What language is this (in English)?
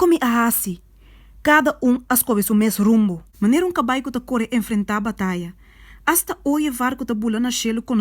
Papiamento